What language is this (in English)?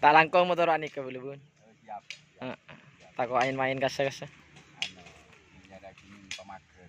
Madurese